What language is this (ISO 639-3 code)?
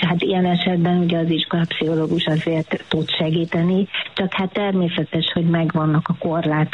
hun